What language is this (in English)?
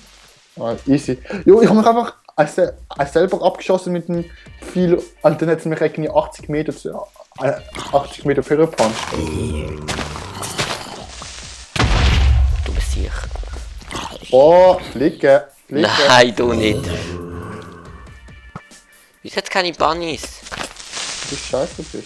Swiss German